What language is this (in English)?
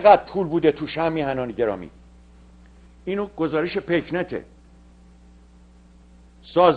Persian